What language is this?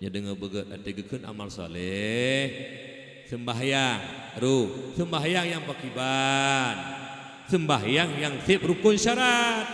Achinese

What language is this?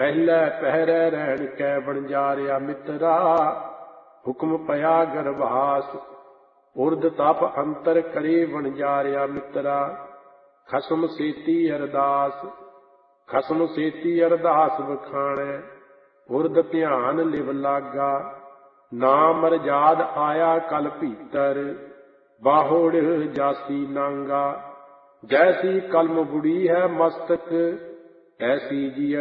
Punjabi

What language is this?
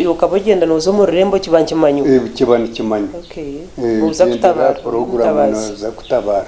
Nyankole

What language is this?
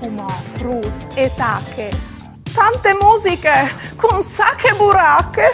Friulian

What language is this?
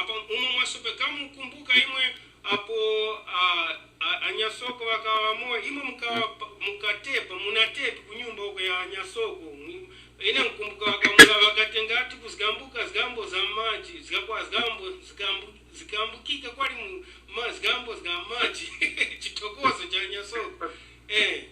Tumbuka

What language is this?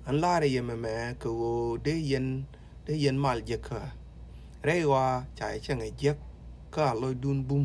Nuer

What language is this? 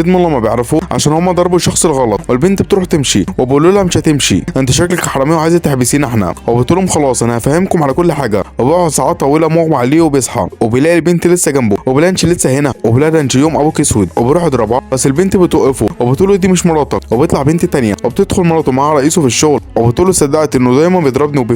Egyptian Arabic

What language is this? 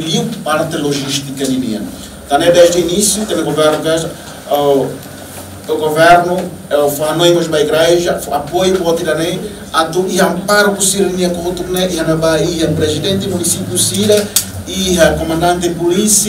Tetum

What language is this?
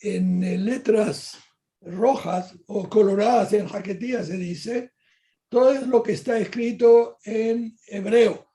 Ladino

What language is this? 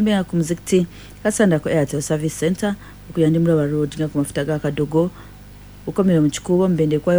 Ganda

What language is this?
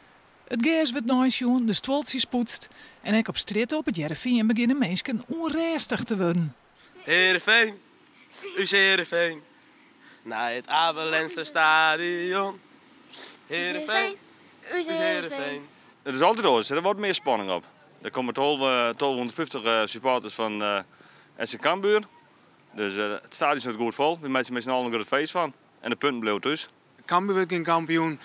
Western Frisian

